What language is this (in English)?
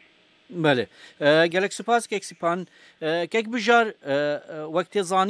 Kurdish